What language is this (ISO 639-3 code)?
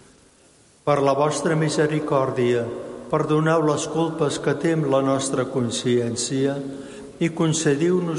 cat